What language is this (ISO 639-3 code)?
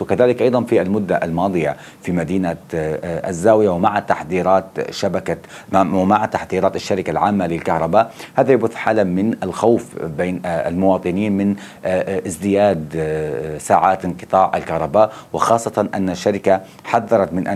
ara